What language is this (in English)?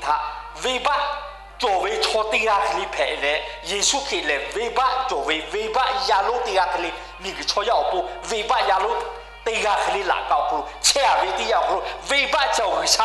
Lahu